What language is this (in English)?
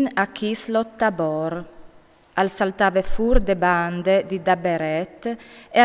Friulian